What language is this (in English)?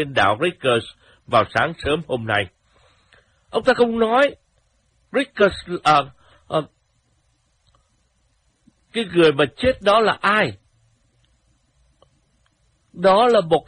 Vietnamese